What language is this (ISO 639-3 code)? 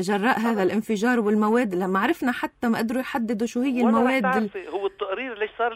apc